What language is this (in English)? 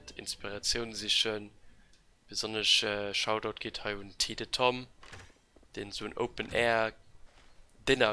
Luxembourgish